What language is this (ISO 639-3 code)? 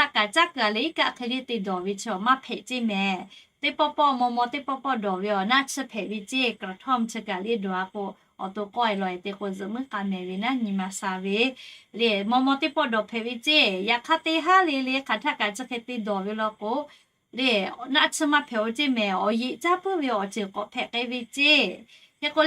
lhu